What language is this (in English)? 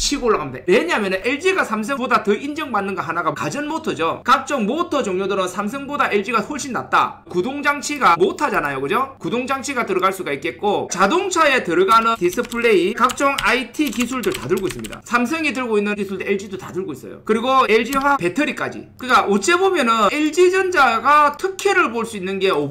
Korean